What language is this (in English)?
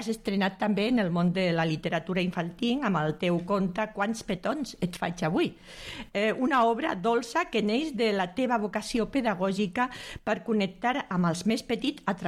Catalan